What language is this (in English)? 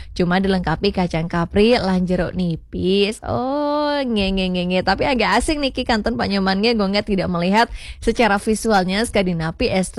Balinese